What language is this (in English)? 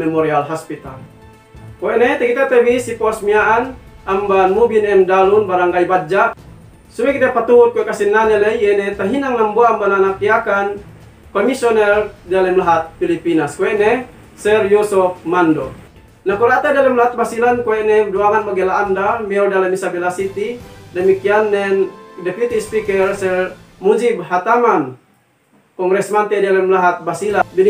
Yakan